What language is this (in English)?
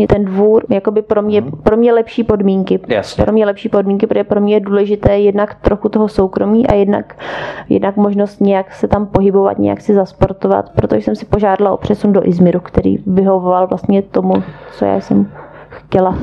Czech